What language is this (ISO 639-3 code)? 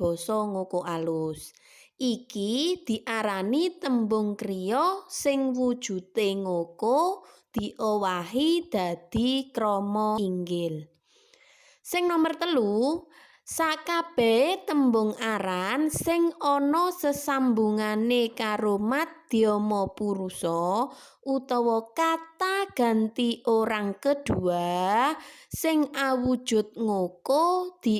jav